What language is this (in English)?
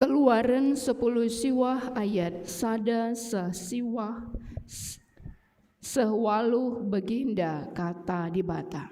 Batak Karo